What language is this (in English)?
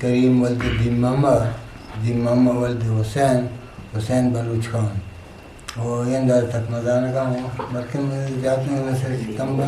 Eastern Balochi